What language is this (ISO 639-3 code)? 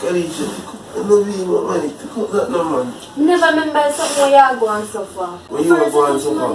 jam